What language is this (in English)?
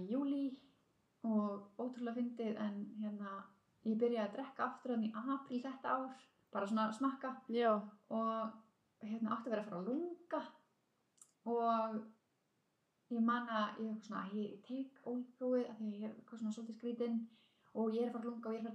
Icelandic